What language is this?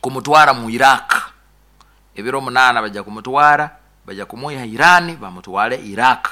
Nyoro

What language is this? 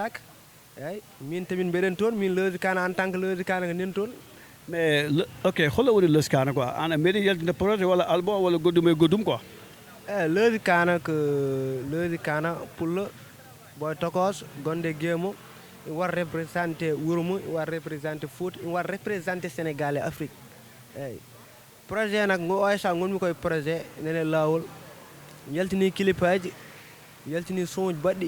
Fula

